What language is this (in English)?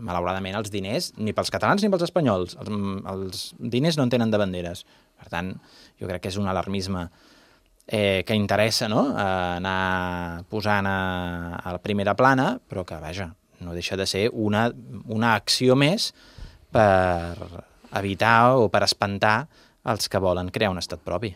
Catalan